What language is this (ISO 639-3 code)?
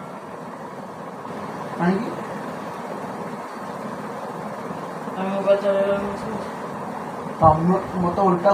ori